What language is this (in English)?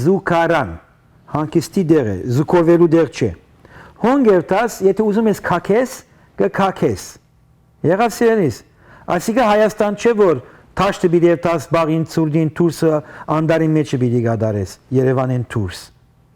Western Armenian